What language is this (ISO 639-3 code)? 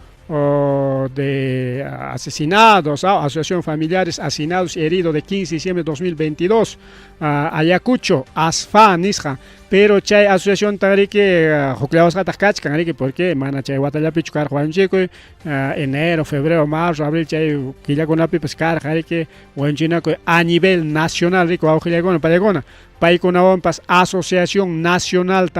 quy